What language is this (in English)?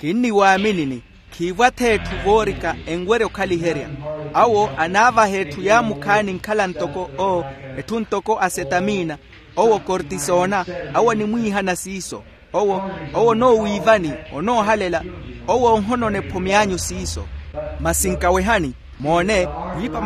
Makhuwa